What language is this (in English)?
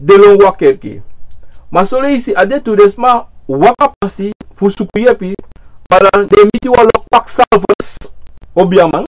Sranan Tongo